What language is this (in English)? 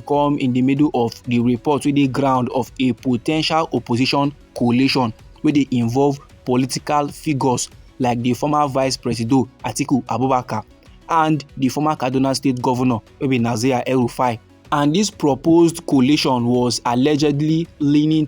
Nigerian Pidgin